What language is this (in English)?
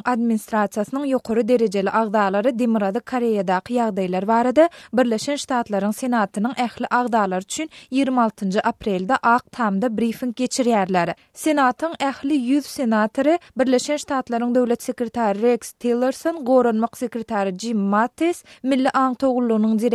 Turkmen